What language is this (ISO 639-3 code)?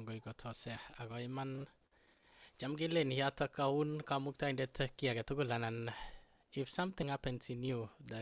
kln